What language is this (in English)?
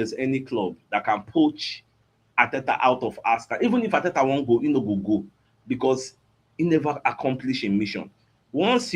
Nigerian Pidgin